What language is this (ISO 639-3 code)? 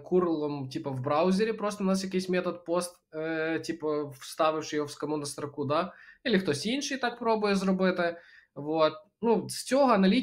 ukr